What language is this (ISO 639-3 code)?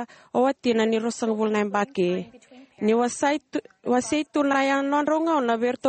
fij